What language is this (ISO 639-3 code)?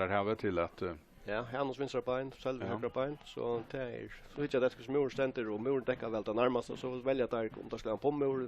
fao